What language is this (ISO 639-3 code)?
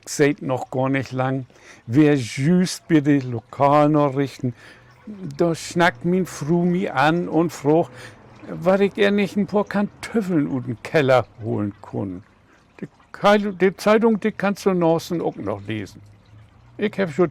nds